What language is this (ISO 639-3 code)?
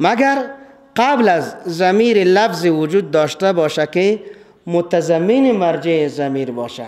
fas